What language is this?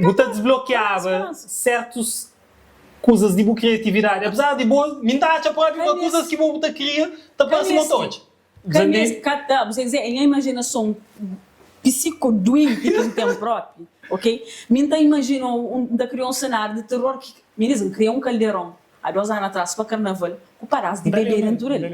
Kabuverdianu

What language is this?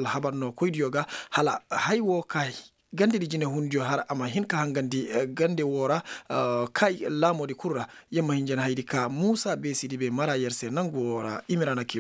Koyraboro Senni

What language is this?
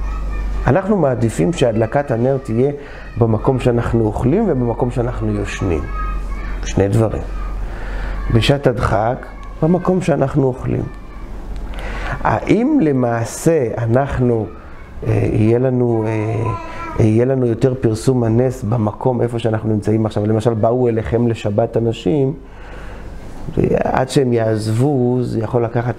Hebrew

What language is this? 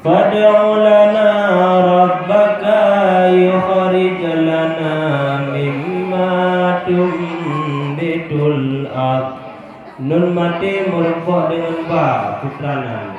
Achinese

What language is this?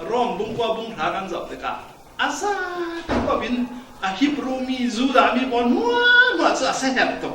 Falam Chin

